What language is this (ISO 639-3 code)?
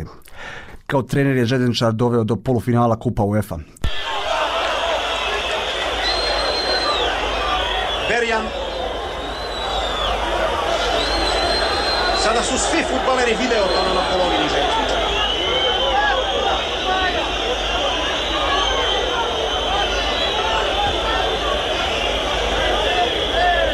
bos